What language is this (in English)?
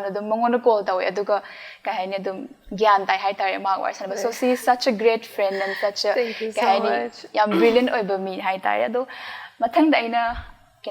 Manipuri